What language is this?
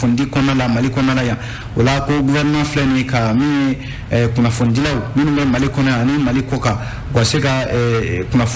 Bambara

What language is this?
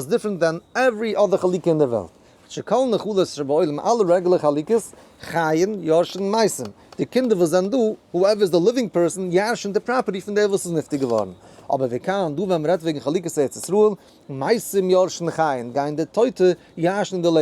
Yiddish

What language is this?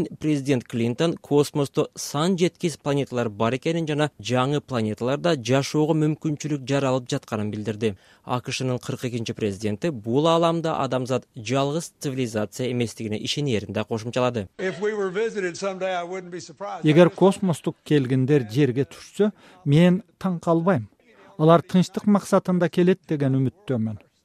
Kyrgyz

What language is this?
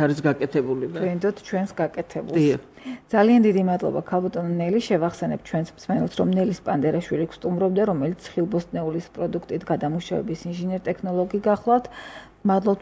Georgian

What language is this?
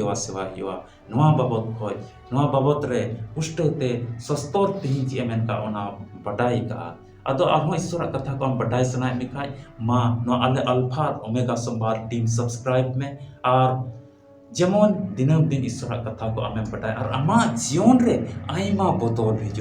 Santali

